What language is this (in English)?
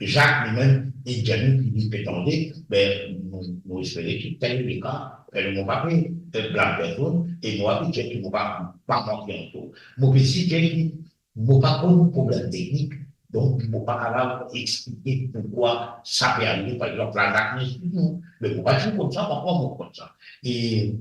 Morisyen